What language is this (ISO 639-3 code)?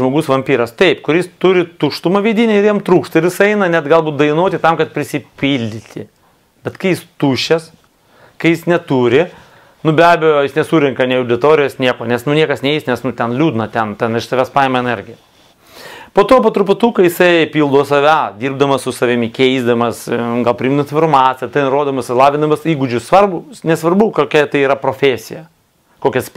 lit